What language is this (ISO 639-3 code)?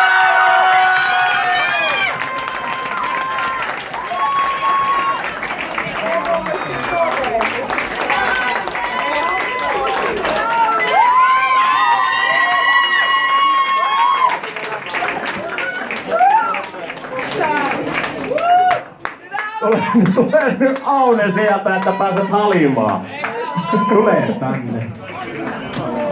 fin